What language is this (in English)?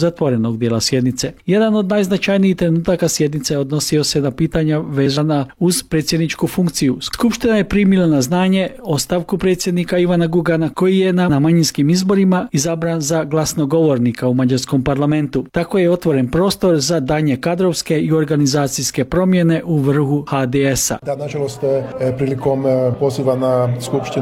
Croatian